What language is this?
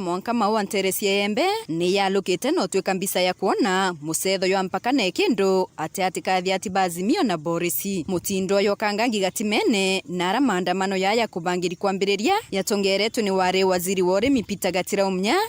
Meru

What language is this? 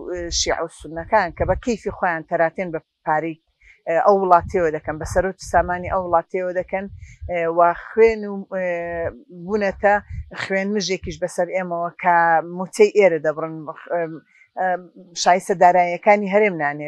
Central Kurdish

